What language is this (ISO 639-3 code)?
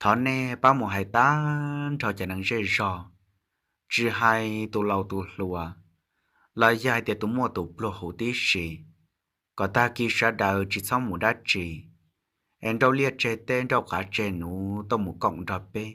hmn